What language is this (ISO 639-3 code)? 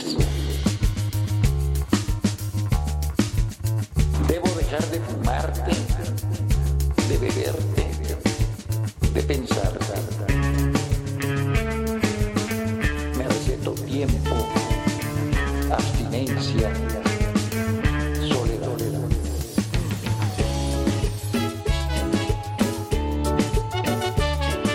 spa